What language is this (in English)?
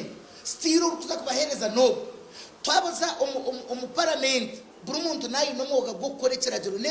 Nyankole